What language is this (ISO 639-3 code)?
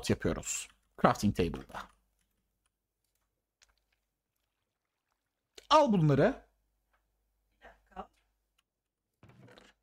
tur